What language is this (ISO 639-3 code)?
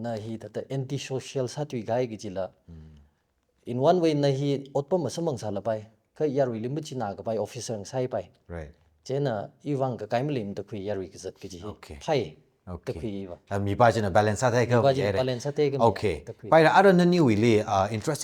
nmf